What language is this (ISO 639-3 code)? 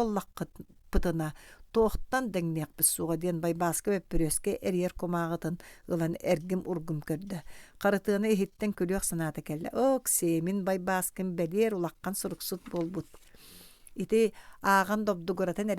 sah